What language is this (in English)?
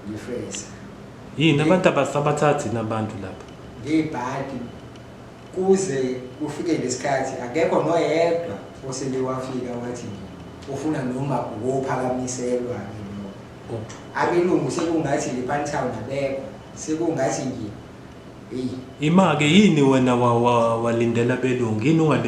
Zulu